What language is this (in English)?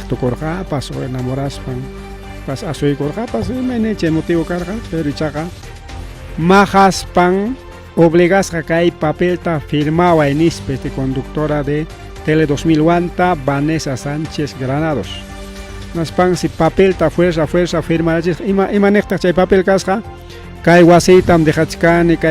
Ayacucho Quechua